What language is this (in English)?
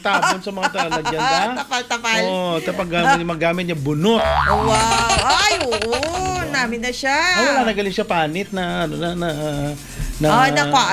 Filipino